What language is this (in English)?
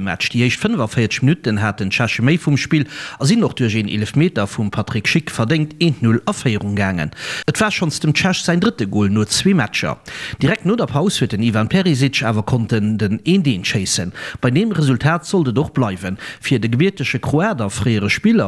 Luxembourgish